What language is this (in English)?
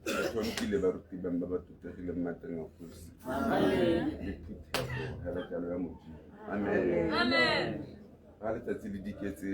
Tswana